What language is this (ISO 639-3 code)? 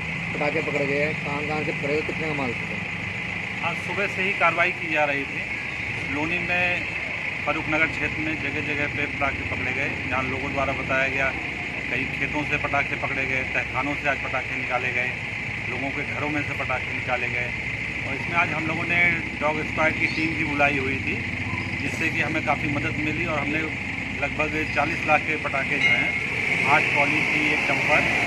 hin